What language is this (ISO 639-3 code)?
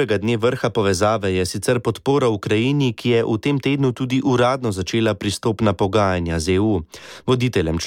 slv